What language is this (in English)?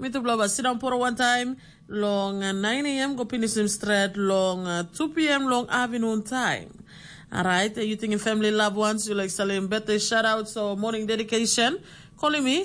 Tok Pisin